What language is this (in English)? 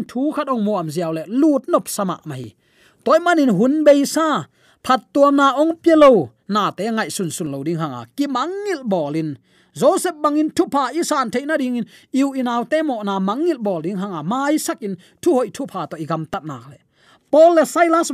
Tedim Chin